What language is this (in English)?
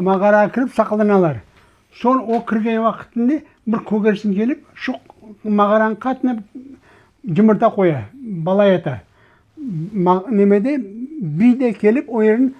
Crimean Tatar